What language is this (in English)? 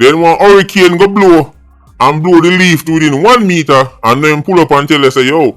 Jamaican Creole English